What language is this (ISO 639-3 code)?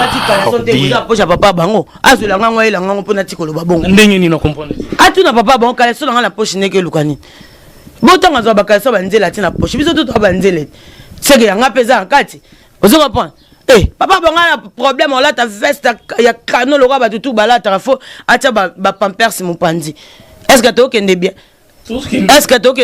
lin